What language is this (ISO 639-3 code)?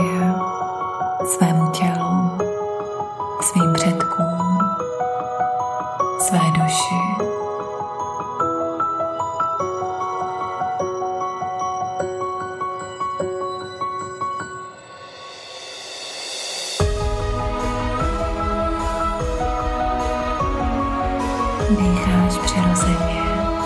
ces